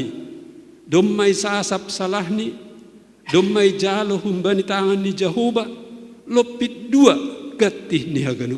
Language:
Batak Simalungun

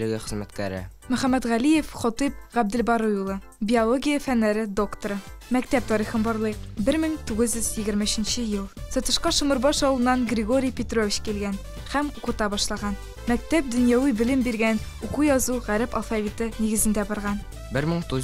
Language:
Tatar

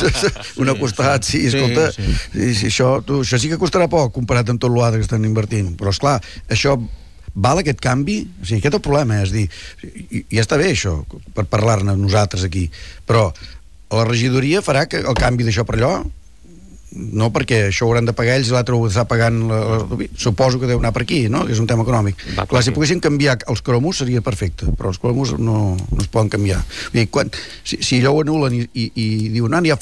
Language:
Catalan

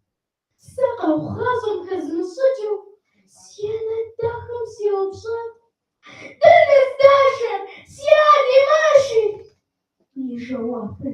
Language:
Kabardian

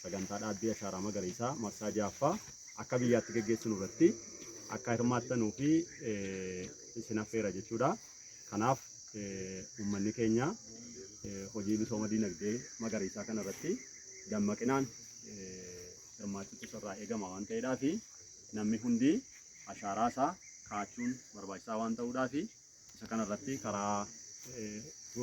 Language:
Oromo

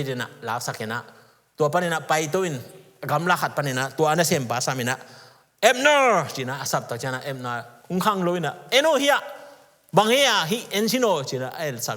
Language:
Tedim Chin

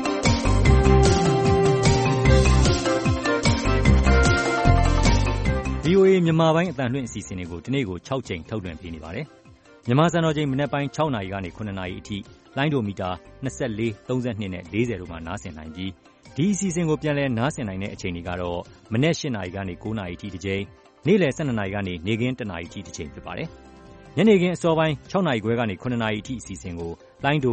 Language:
Burmese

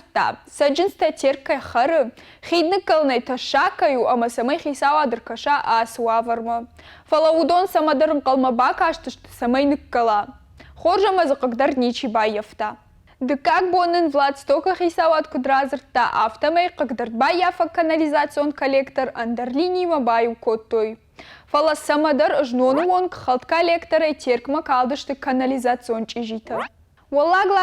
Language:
Ossetic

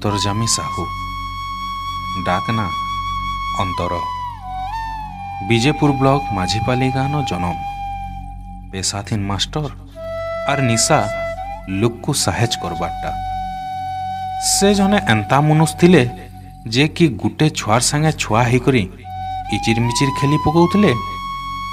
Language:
Sambalpuri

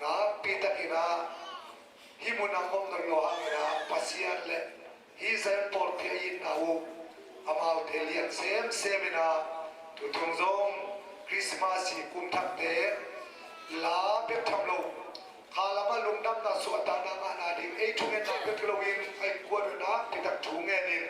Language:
Tedim Chin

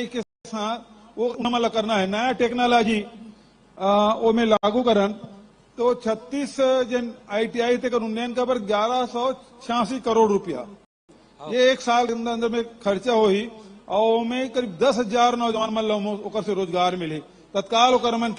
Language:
Chhattisgarhi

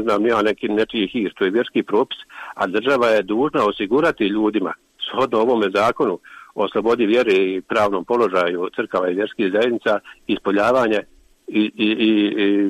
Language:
Croatian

